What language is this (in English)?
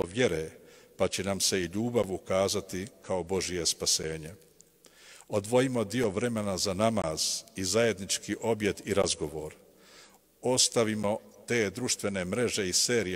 Bosnian